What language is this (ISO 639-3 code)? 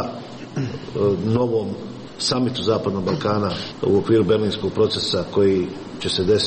srp